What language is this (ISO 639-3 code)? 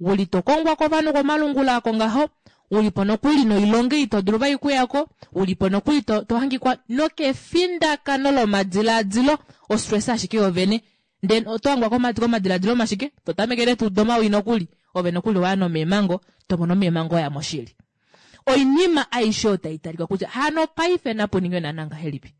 kua